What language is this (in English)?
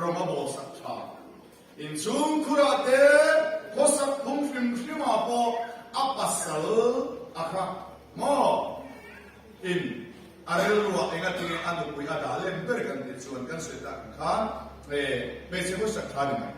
Mizo